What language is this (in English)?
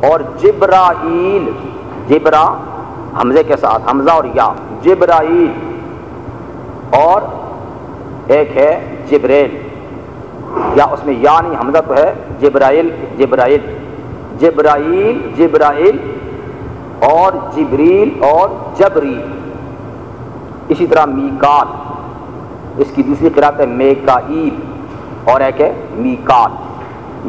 Urdu